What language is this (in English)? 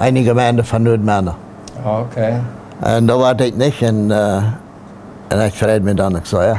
Plautdietsch